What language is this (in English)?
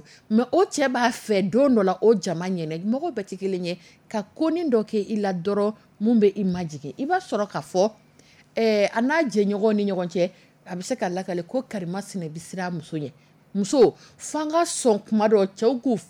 Dyula